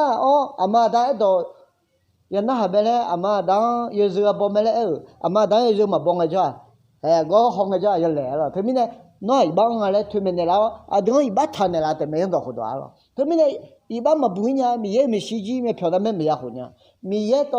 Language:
Akha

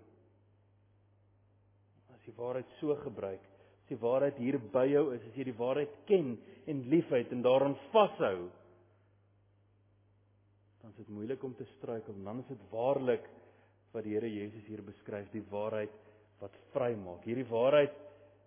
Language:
Afrikaans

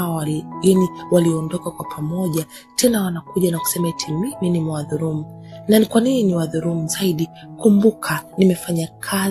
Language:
Swahili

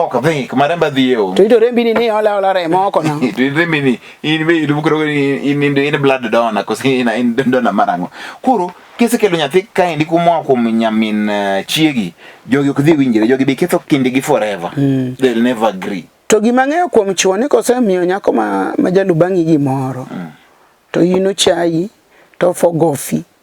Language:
Luo (Kenya and Tanzania)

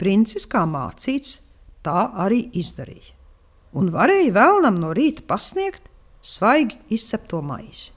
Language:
Latvian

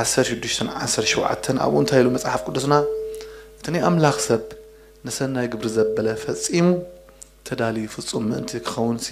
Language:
Tigrinya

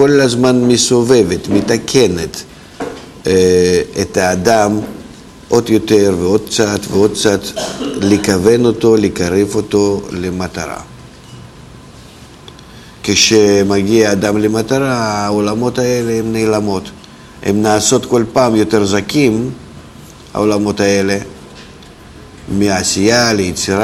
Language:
Hebrew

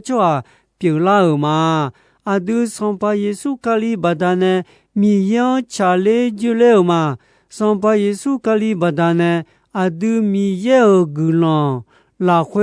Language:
Akha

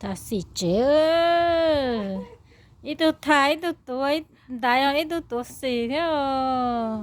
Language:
Hmong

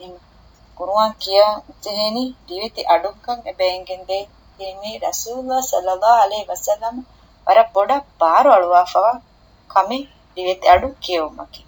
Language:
Divehi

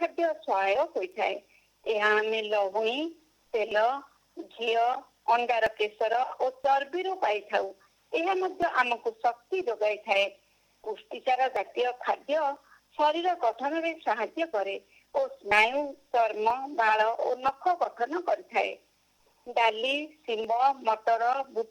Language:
Odia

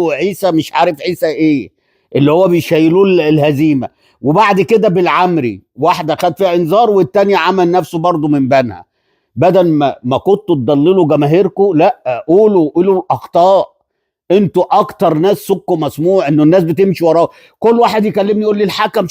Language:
Egyptian Arabic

